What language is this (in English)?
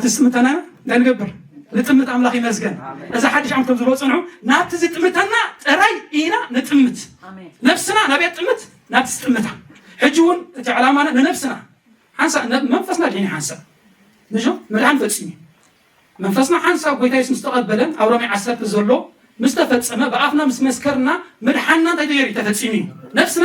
Tigrinya